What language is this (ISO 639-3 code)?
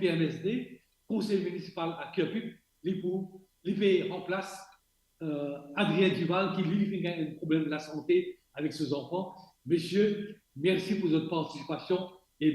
mfe